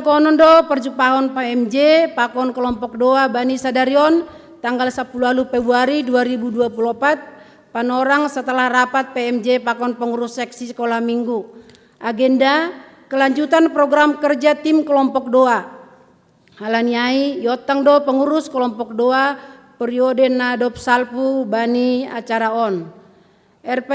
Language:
Batak Simalungun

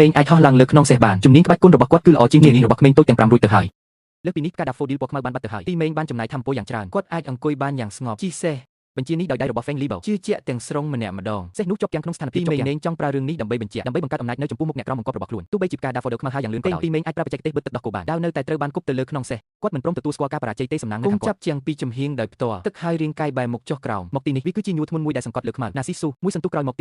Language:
Khmer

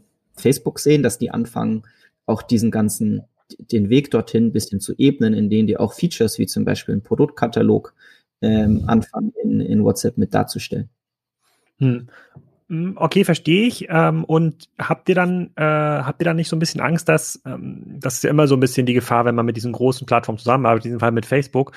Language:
German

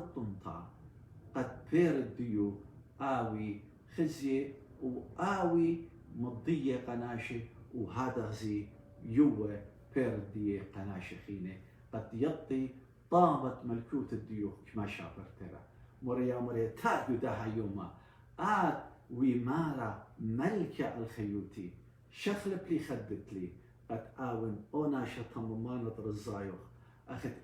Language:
Assyrian Neo-Aramaic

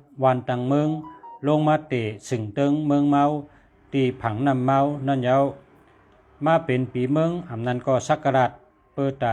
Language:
Shan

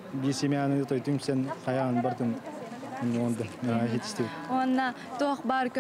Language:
Yakut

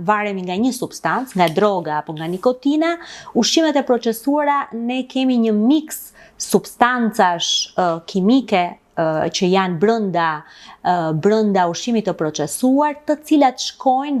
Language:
Albanian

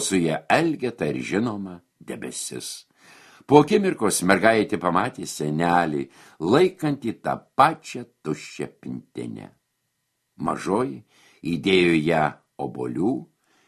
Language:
Lithuanian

